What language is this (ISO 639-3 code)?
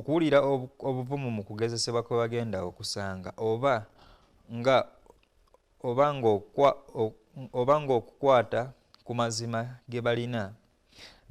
lug